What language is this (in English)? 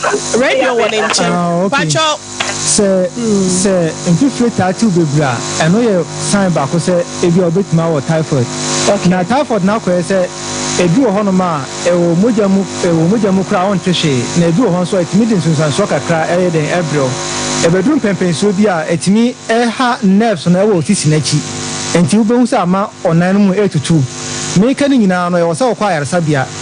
Akan